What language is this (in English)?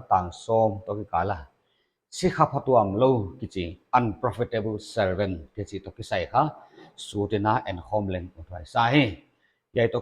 Paite Chin